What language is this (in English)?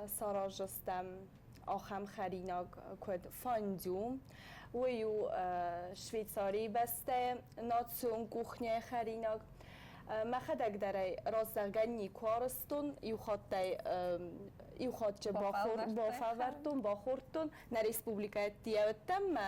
Ossetic